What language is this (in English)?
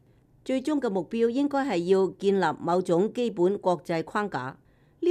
Cantonese